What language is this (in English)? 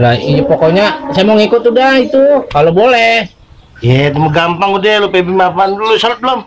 Betawi